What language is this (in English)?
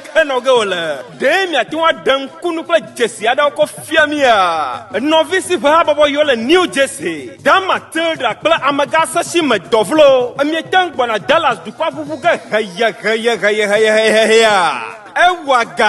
Ewe